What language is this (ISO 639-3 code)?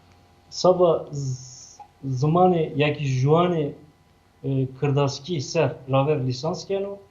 zza